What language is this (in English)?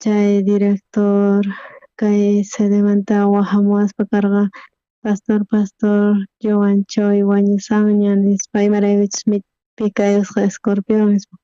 South Bolivian Quechua